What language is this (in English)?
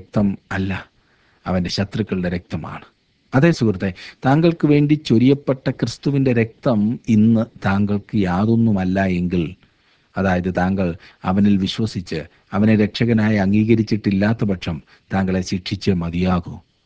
Malayalam